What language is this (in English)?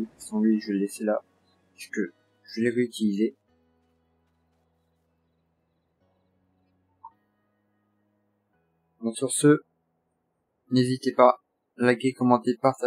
French